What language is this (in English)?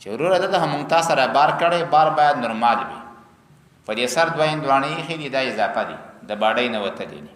Pashto